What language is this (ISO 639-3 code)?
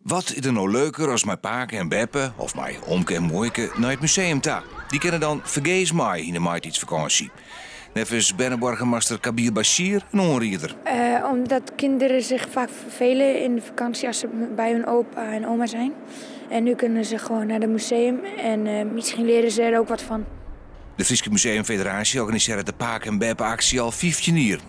fry